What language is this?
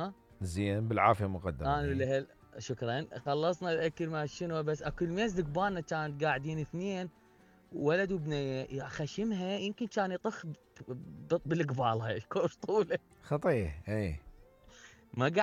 Mesopotamian Arabic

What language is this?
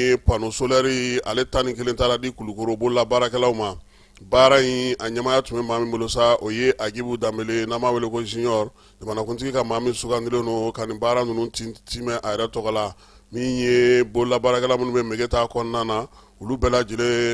Bambara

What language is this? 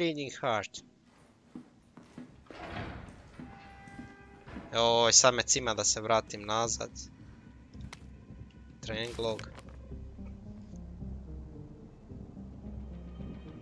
Croatian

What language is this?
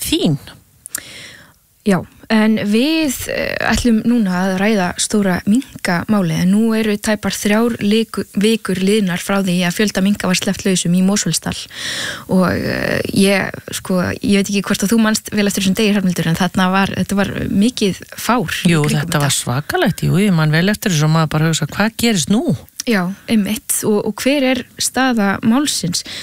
Icelandic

